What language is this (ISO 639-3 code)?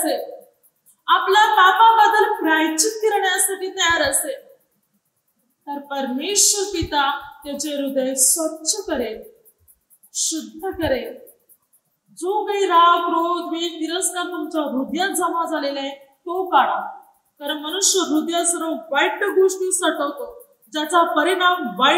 mar